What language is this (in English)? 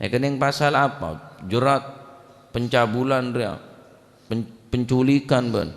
Madurese